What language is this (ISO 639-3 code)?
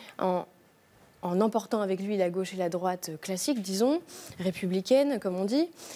fra